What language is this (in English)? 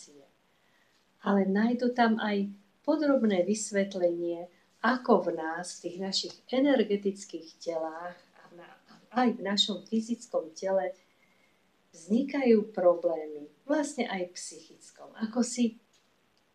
Slovak